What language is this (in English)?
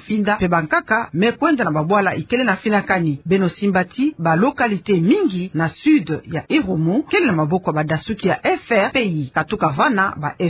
Kituba (Democratic Republic of Congo)